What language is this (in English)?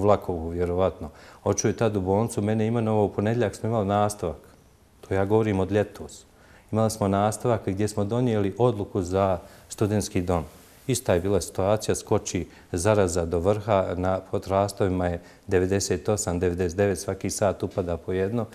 Bosnian